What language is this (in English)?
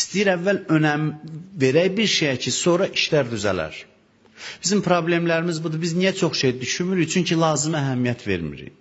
Azerbaijani